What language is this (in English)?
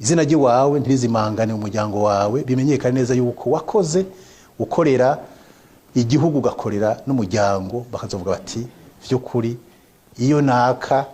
Rundi